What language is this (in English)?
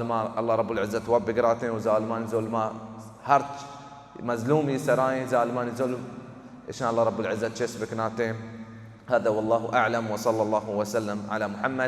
Baluchi